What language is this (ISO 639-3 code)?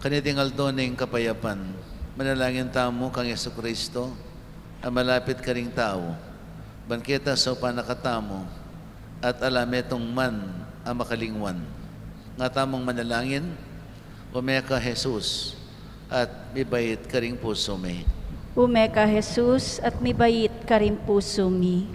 pam